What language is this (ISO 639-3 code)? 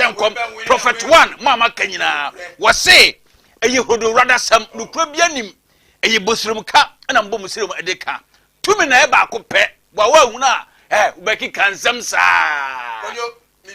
aka